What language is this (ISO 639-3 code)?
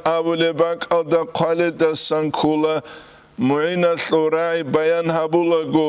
ava